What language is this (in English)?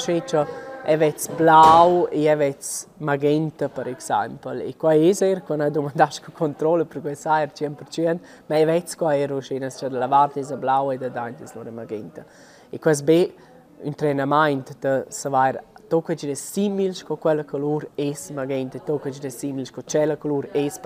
Romansh